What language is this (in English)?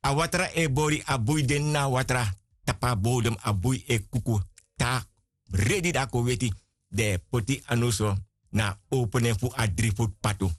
Sranan Tongo